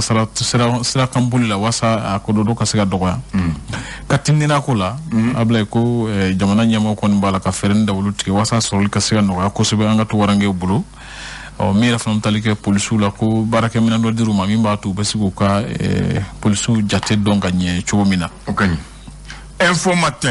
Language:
Bambara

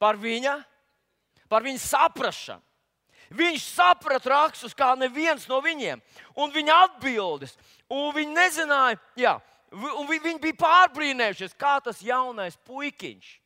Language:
Latvian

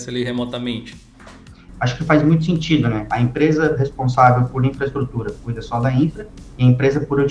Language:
Portuguese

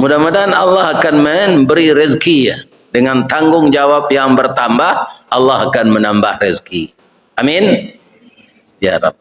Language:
Minangkabau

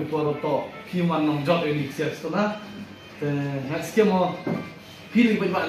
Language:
Khasi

